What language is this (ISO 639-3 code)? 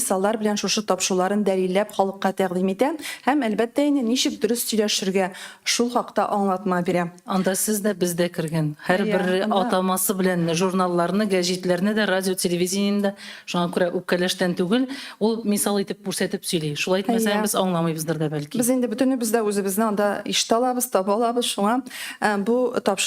tat